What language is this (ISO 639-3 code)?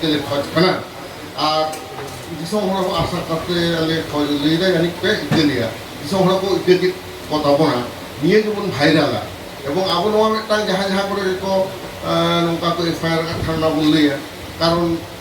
sat